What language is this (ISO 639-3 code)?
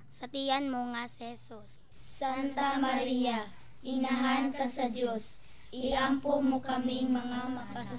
ceb